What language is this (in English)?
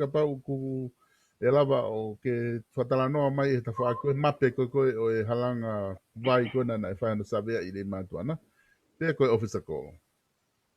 Tongan